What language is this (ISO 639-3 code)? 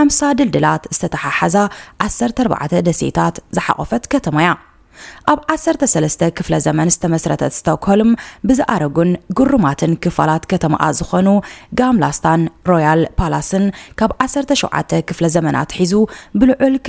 tir